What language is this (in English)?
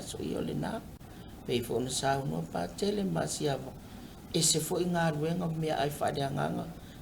Samoan